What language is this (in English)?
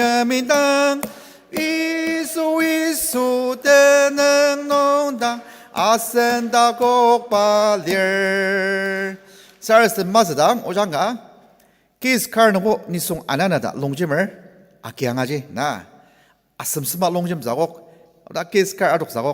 Ao Naga